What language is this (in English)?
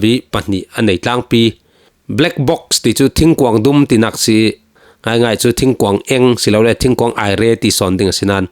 Falam Chin